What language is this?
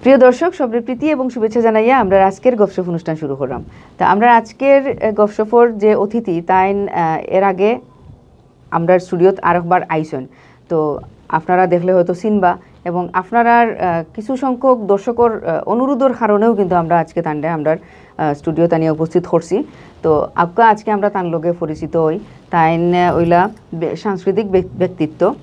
Sylheti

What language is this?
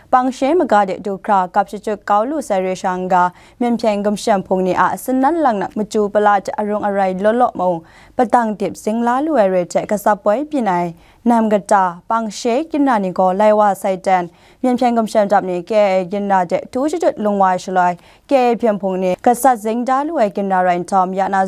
Kachin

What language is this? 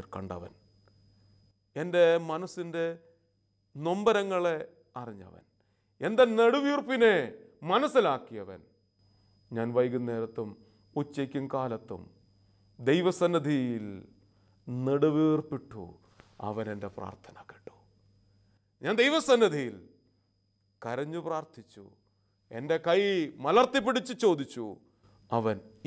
Malayalam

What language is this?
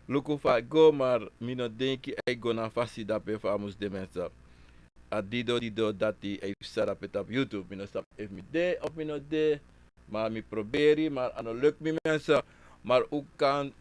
Sranan Tongo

